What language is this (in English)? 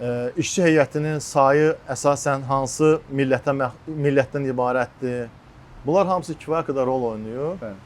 Azerbaijani